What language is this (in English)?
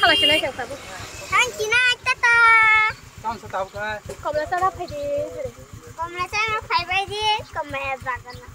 Kok Borok